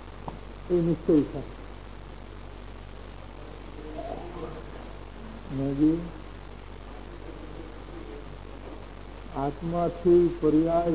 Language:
Gujarati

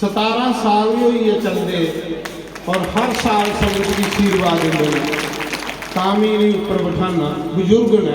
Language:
Dogri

